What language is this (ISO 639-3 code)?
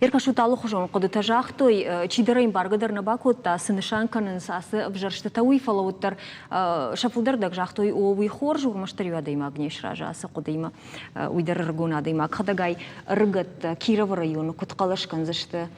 oss